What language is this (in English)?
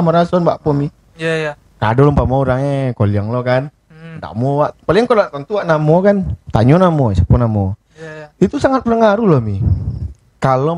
Minangkabau